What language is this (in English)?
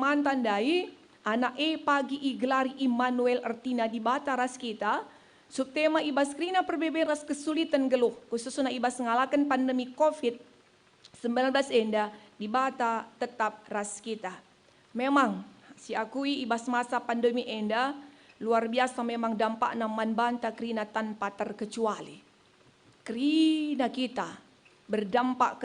Batak Karo